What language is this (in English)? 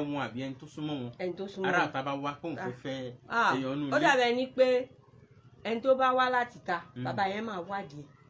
Yoruba